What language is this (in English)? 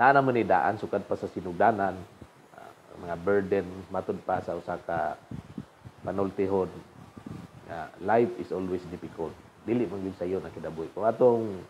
Cebuano